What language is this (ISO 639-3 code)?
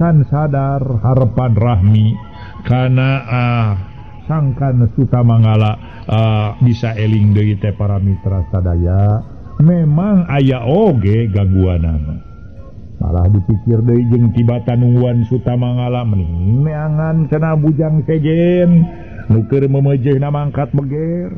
sun